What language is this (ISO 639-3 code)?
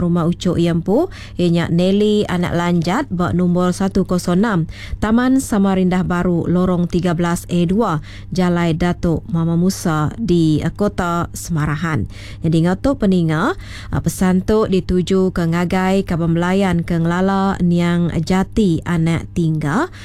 iba